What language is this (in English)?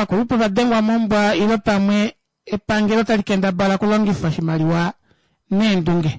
Kuanyama